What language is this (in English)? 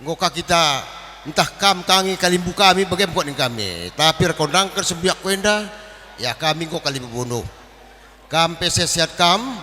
Batak Karo